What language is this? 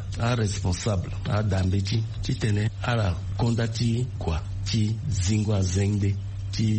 Sango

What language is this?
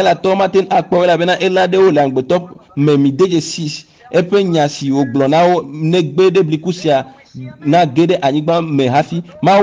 Ewe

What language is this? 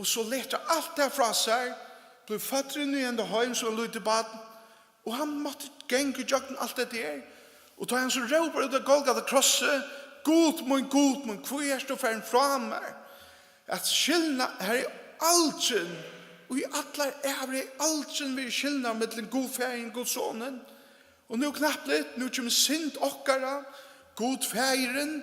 Faroese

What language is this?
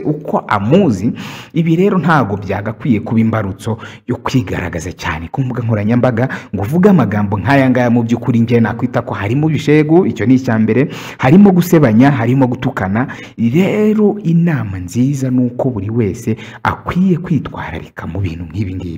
Kinyarwanda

